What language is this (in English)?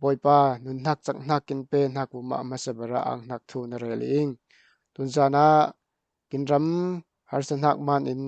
Falam Chin